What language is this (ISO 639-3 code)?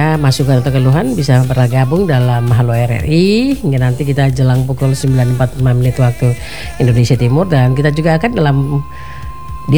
ind